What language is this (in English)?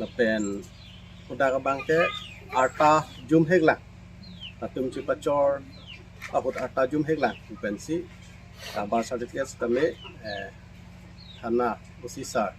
Karbi